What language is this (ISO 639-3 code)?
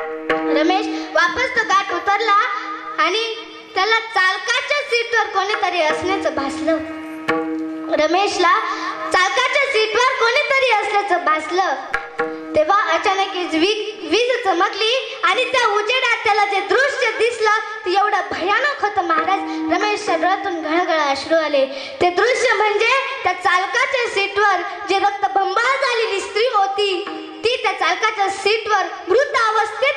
mar